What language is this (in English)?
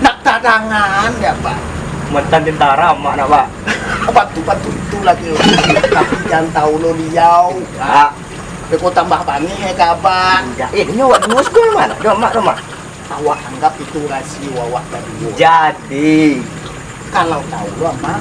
Minangkabau